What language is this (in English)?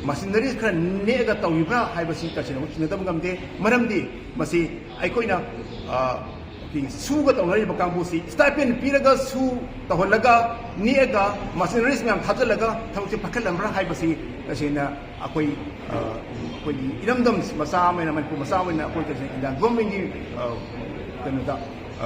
Manipuri